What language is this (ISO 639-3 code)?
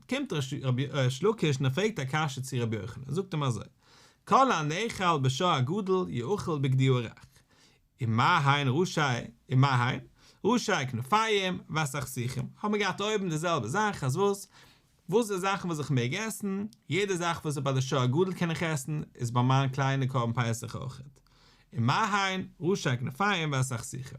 yid